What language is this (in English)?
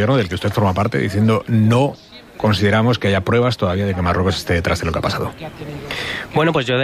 Spanish